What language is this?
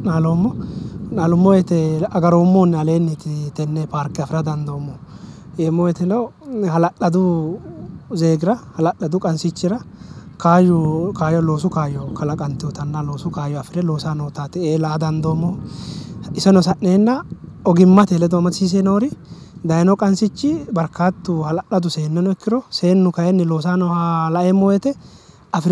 Sidamo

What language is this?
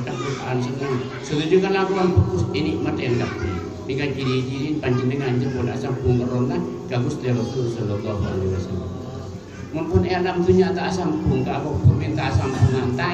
Madurese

